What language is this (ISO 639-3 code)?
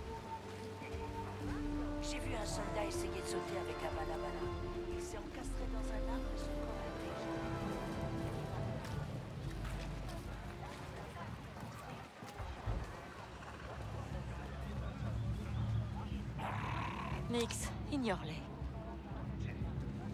fra